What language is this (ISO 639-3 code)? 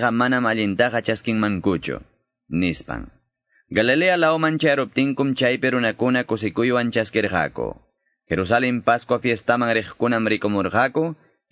que